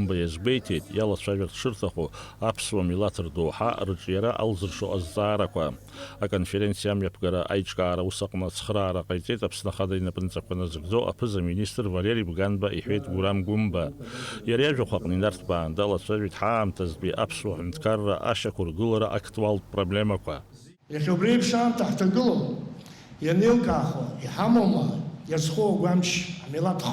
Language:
Abkhazian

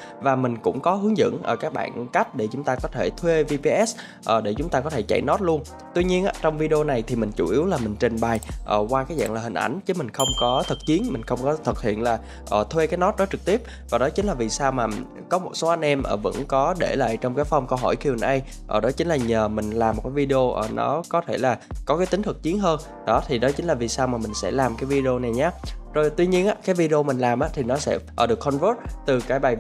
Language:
Vietnamese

